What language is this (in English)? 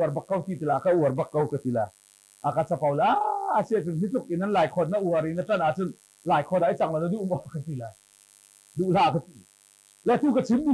Hakha Chin